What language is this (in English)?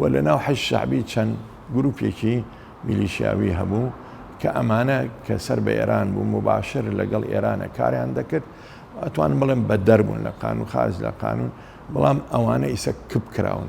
Central Kurdish